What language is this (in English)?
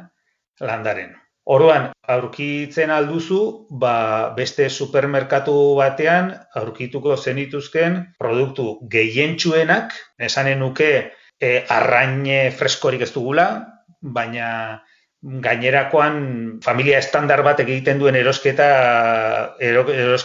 Basque